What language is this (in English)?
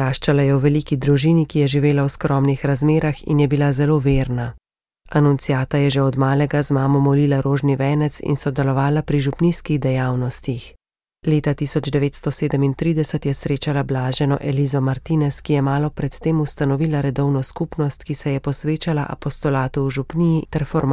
Slovenian